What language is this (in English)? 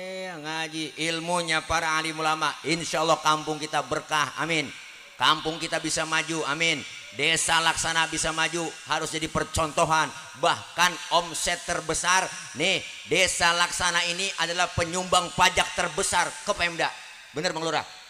Betawi